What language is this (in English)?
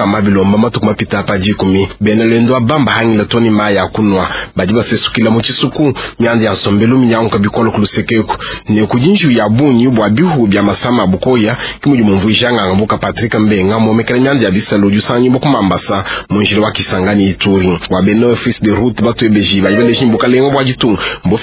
Luba-Lulua